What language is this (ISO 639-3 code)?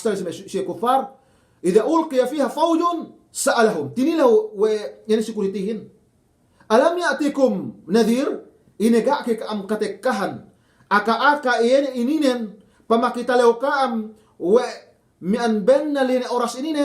yka